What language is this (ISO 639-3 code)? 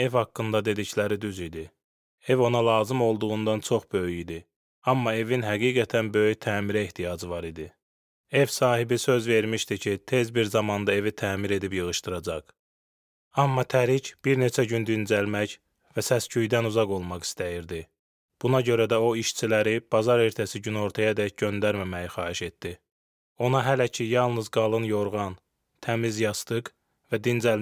aze